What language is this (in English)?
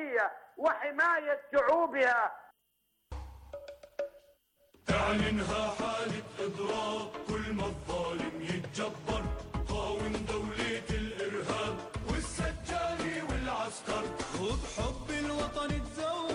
Arabic